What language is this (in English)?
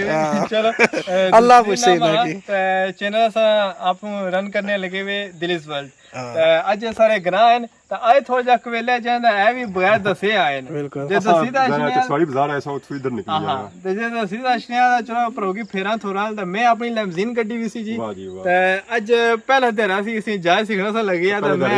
Pahari-Potwari